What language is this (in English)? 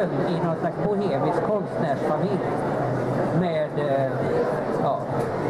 Swedish